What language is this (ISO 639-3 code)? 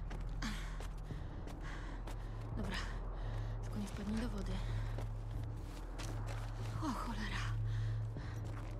pol